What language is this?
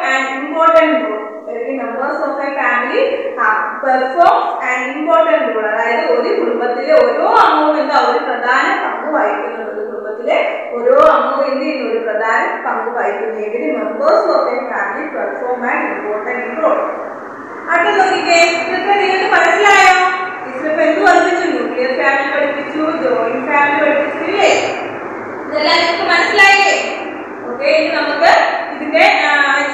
Malayalam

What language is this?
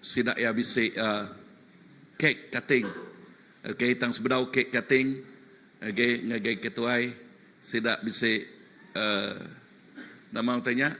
Iban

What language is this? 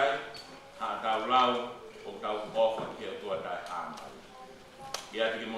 Tongan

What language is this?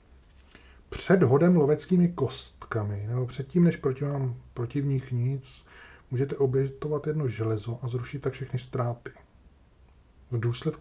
Czech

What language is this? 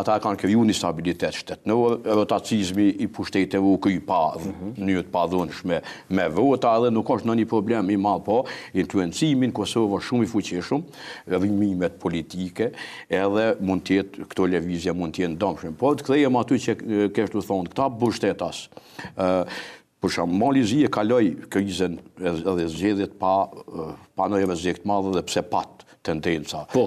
Albanian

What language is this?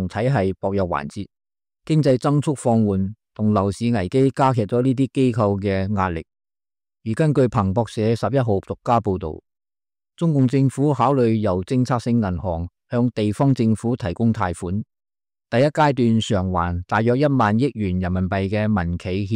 Cantonese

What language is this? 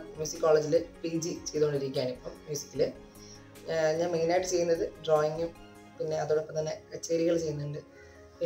Malayalam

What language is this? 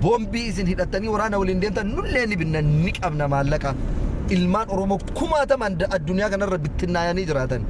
Oromo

